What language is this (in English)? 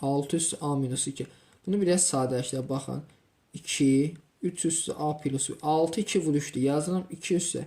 Azerbaijani